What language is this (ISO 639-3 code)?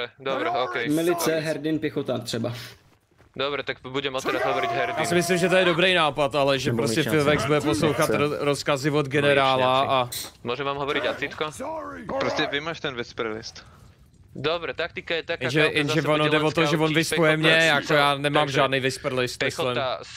ces